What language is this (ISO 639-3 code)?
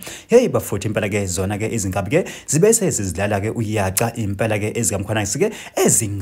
zul